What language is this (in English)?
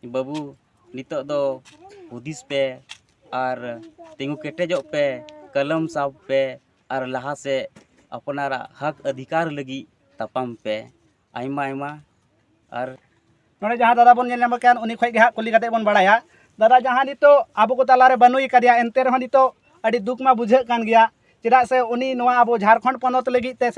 Santali